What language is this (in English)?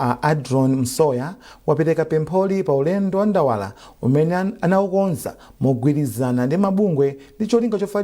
Nyanja